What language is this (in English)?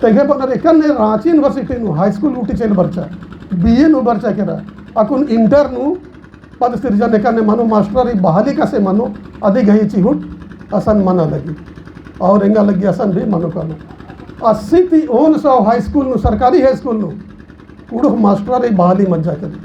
Kurukh